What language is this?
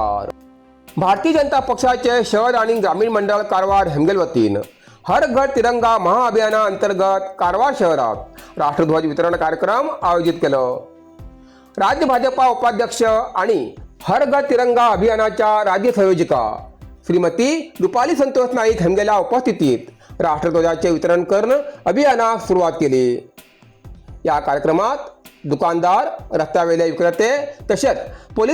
Konkani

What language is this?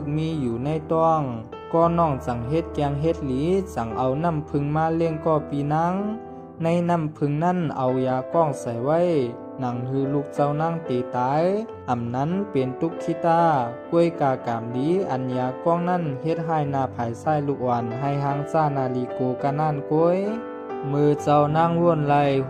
Shan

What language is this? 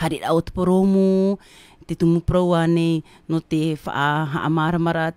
Tahitian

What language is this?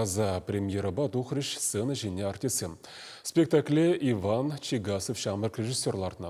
Chuvash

